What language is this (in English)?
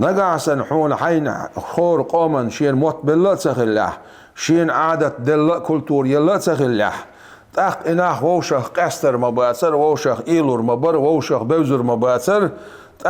Chechen